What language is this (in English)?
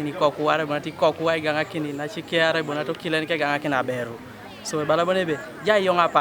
Teso